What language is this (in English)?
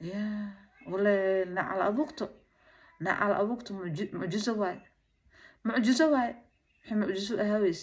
Somali